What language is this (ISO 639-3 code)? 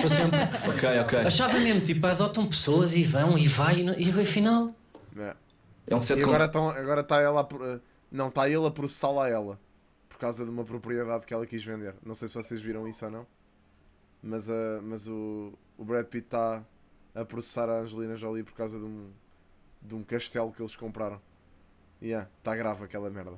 por